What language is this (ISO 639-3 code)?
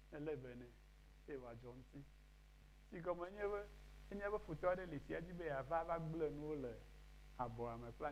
ewe